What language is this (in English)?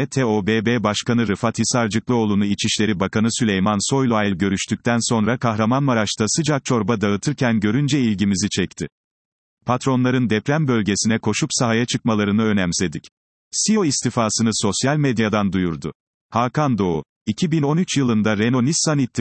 Turkish